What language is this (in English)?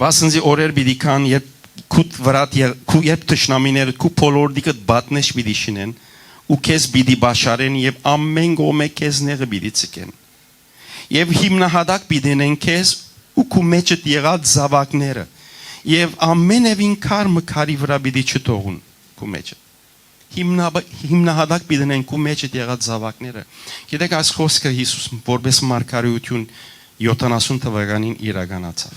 Western Armenian